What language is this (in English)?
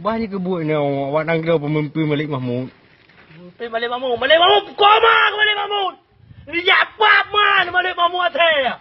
Achinese